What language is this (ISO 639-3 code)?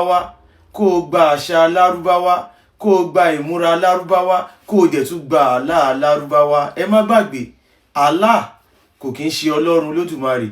yor